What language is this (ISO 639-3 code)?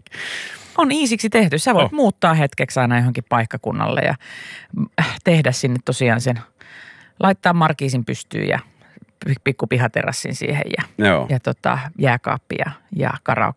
fin